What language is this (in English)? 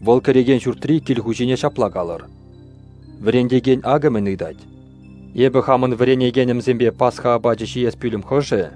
Chuvash